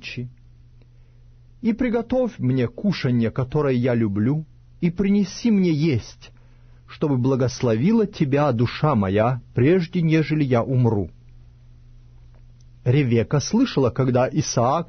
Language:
Russian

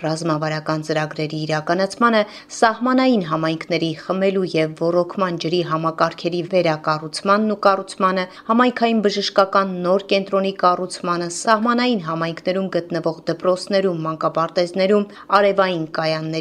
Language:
Armenian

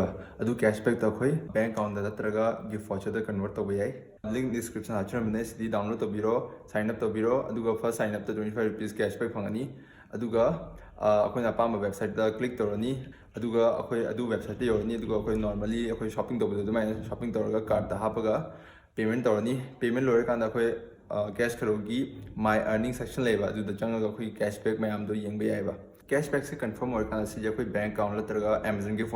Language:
Manipuri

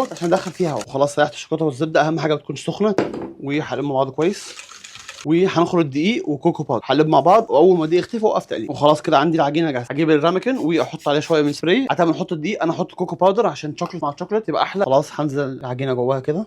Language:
Egyptian Arabic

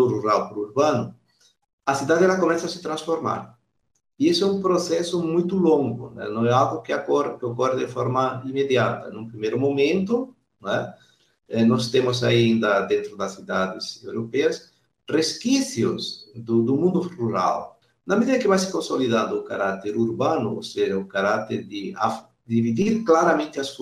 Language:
Portuguese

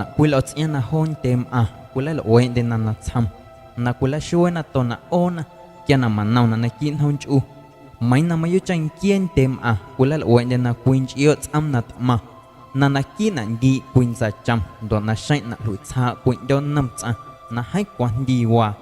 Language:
Guerrero Amuzgo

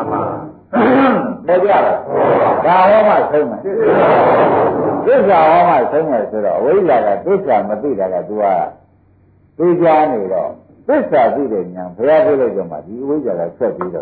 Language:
Burmese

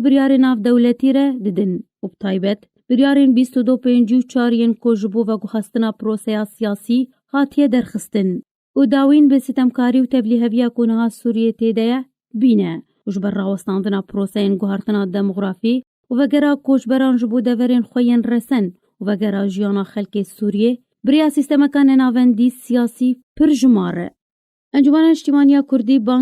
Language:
Kurdish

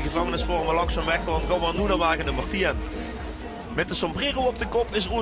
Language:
Limburgish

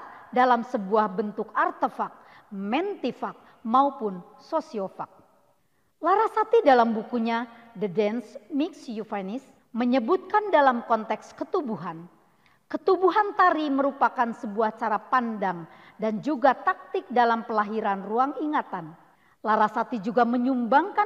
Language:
Indonesian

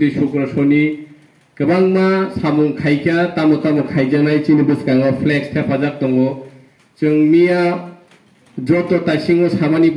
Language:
Kok Borok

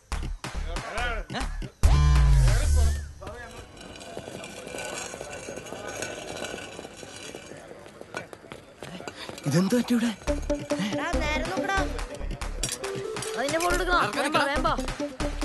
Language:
Malayalam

